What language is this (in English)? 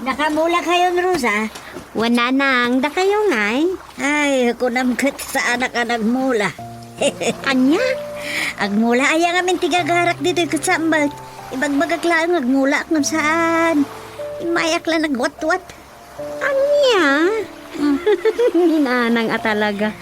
Iloko